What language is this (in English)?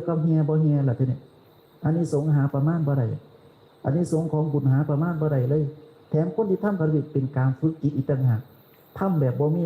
Northeastern Thai